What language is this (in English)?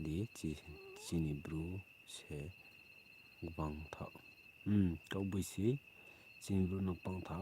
Riang (India)